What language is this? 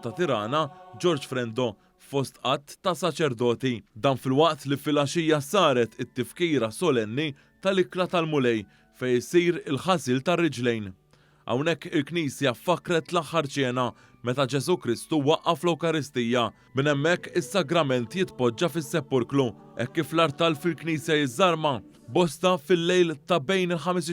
Maltese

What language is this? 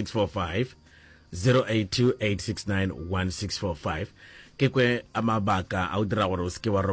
Northern Sotho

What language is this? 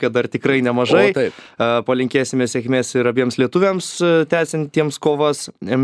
Lithuanian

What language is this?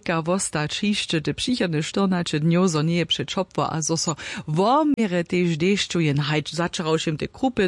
Upper Sorbian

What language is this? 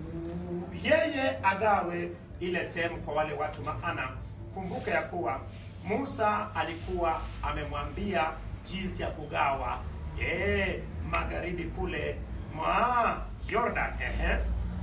Swahili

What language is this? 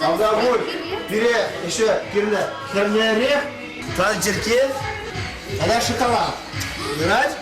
Chuvash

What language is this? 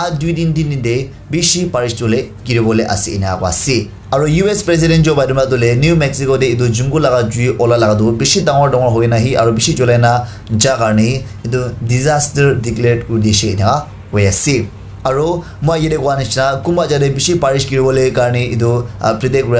Naga Pidgin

